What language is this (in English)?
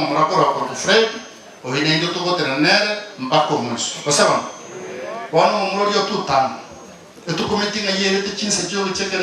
Gusii